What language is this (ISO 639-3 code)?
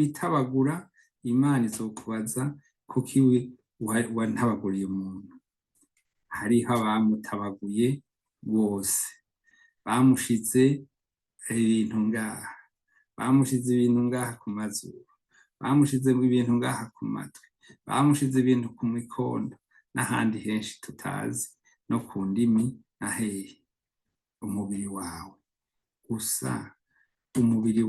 run